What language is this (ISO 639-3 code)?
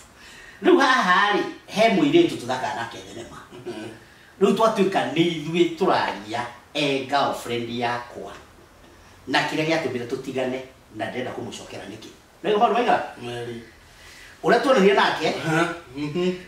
kik